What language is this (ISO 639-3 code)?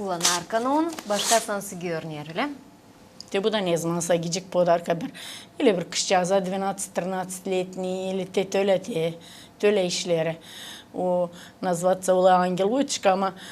gag